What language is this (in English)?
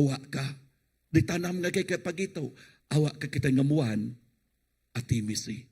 Iban